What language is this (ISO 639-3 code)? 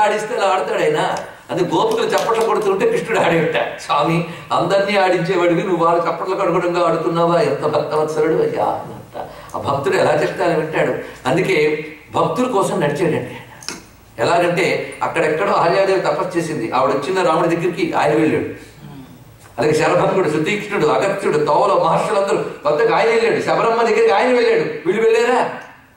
tel